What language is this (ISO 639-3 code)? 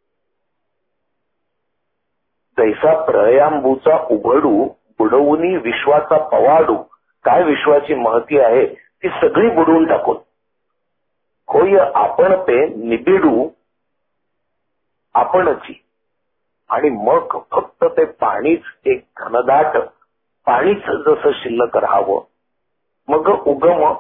mar